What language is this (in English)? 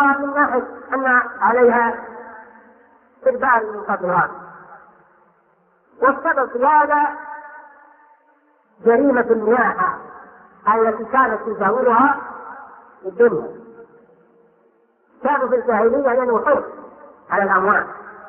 Arabic